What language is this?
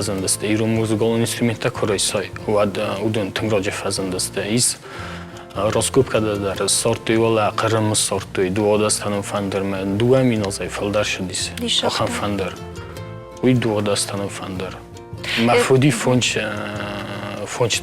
Ossetic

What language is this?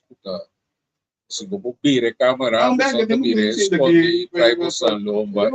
Papiamento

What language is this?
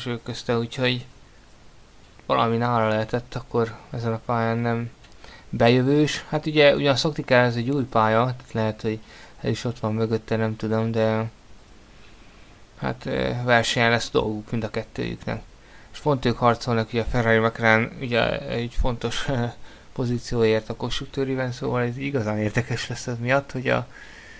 Hungarian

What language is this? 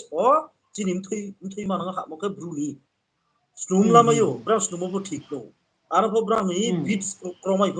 Riang (India)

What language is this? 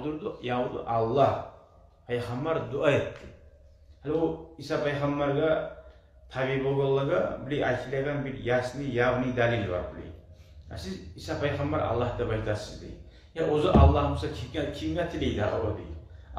Kumyk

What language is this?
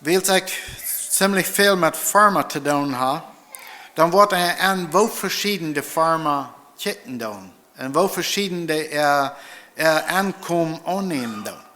Plautdietsch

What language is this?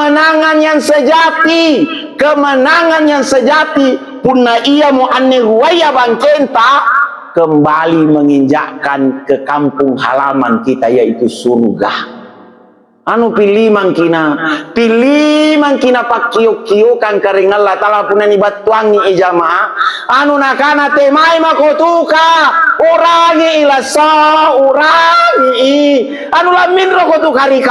Makasar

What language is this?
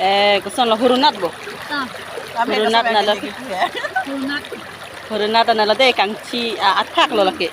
Karbi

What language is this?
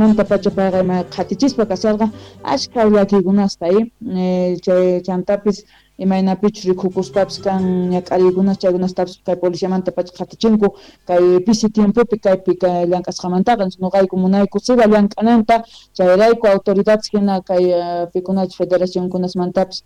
Quechua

